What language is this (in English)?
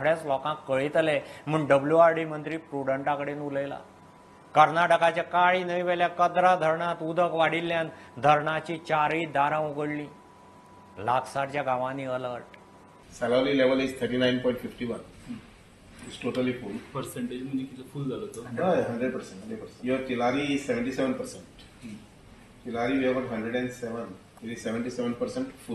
Konkani